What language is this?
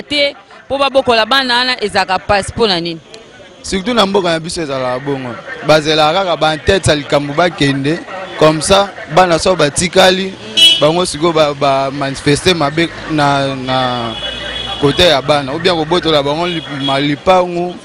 Lingala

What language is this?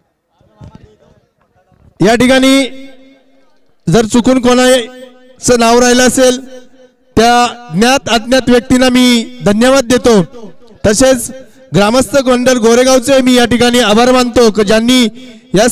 Marathi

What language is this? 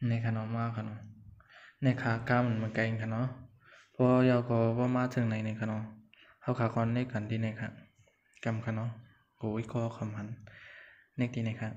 Shan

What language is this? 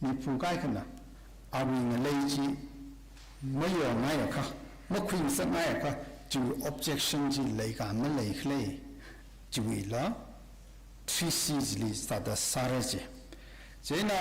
Tangkhul Naga (India)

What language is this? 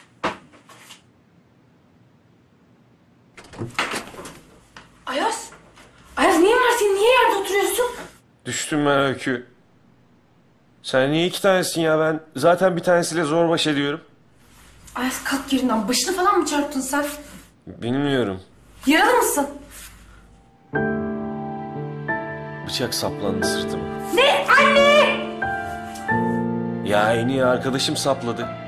Turkish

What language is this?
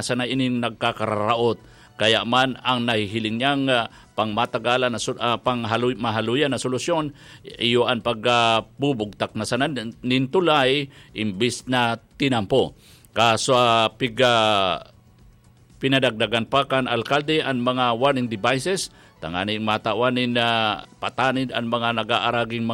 Bikol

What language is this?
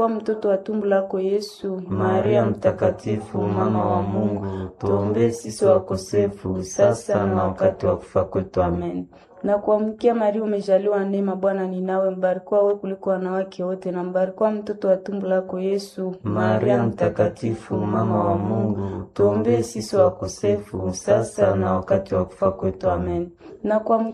Swahili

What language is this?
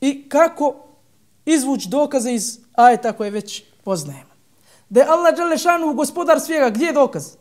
Bosnian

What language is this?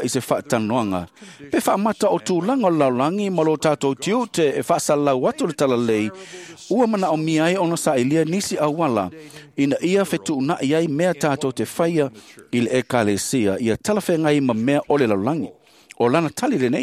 Samoan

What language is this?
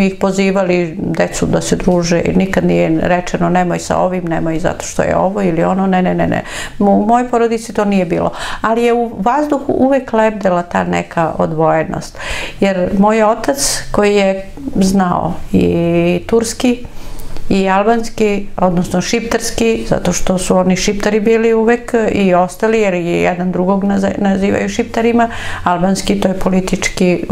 Serbian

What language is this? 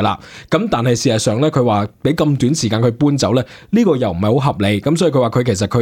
Cantonese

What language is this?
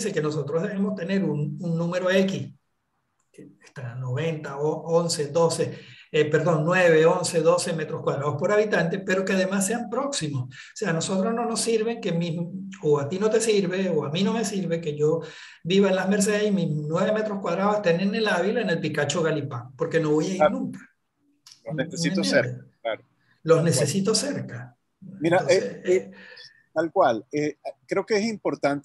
Spanish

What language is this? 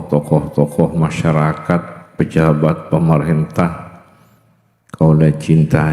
Madurese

